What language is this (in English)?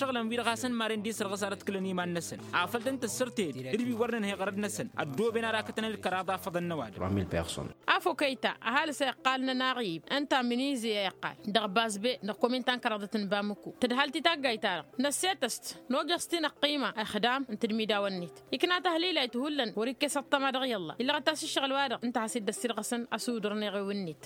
Tamasheq